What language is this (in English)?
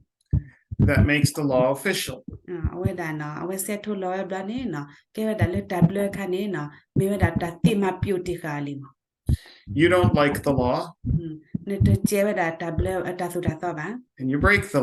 S'gaw Karen